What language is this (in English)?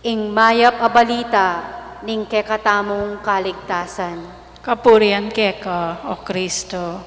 Pampanga